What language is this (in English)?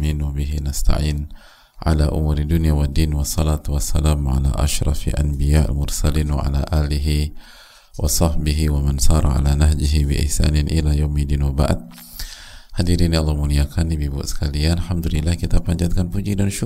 Indonesian